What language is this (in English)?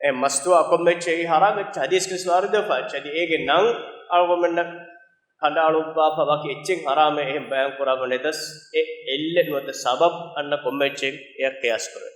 Divehi